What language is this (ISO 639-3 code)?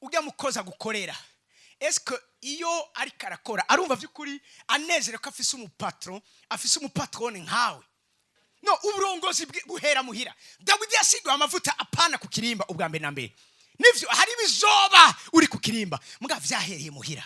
run